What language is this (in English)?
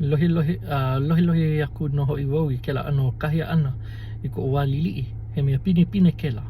Hawaiian